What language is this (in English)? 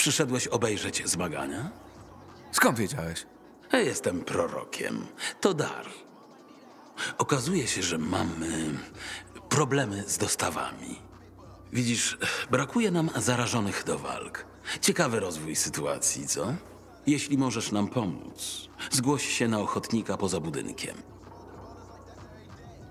Polish